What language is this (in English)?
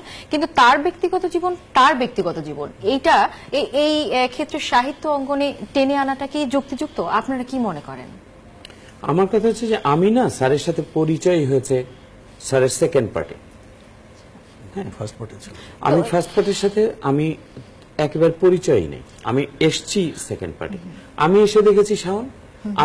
Bangla